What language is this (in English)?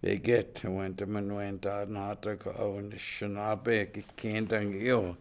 Chippewa